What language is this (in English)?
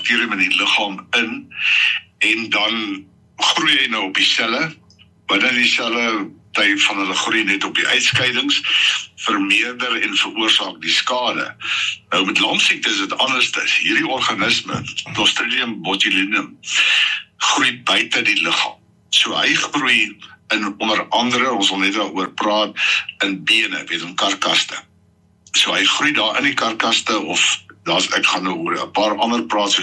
Afrikaans